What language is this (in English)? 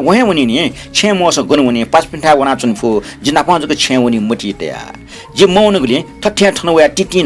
Newari